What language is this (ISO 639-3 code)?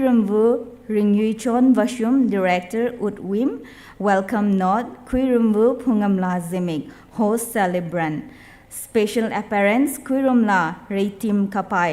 nmf